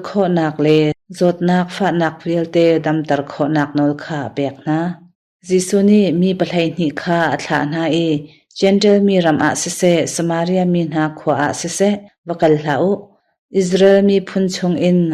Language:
Hakha Chin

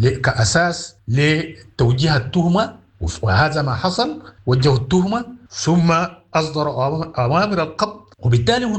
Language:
Sudanese Arabic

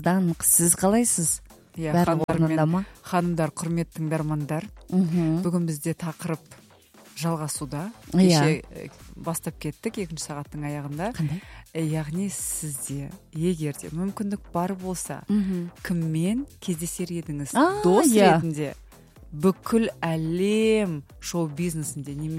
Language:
Kazakh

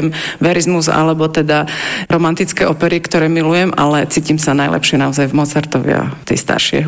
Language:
Slovak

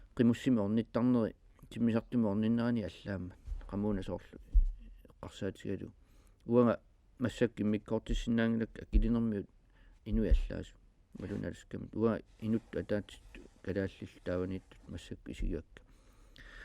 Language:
Kalaallisut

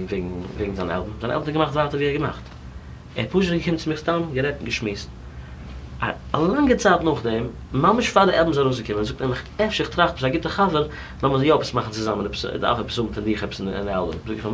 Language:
Yiddish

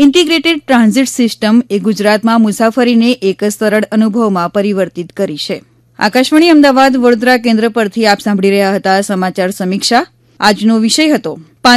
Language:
Gujarati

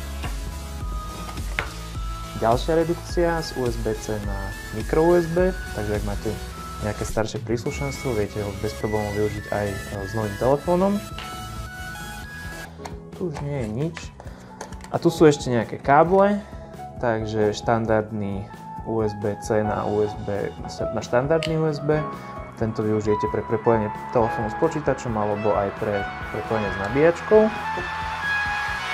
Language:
Slovak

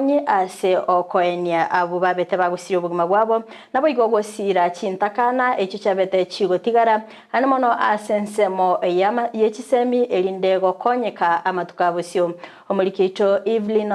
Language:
Gusii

